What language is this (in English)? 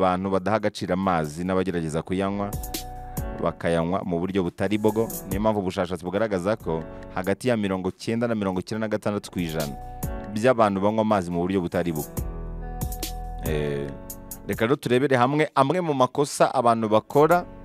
Kinyarwanda